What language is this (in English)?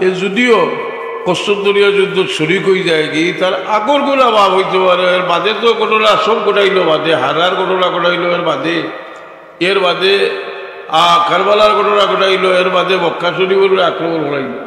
Sylheti